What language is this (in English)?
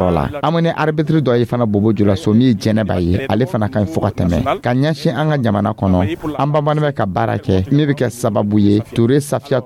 Dyula